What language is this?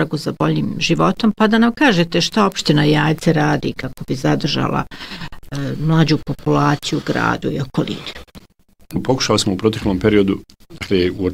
Bosnian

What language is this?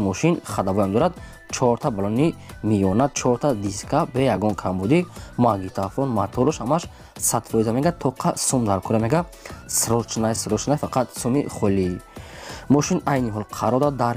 Tajik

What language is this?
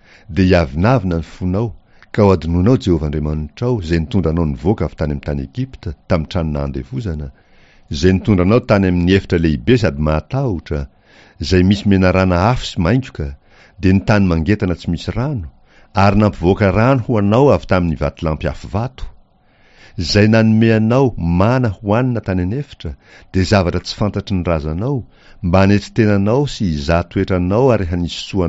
Malagasy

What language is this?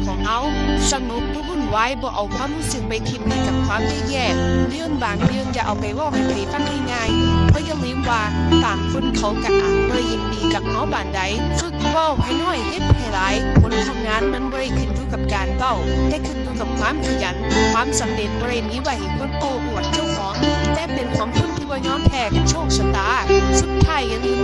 Northeastern Thai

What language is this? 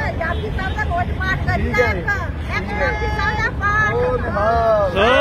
Punjabi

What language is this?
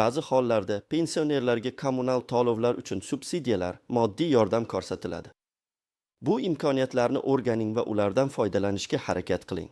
Uzbek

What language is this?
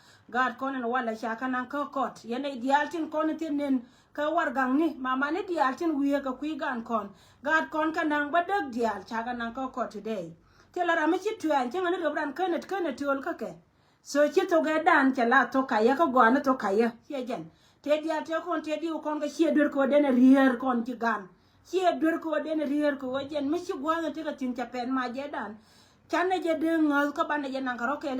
Nuer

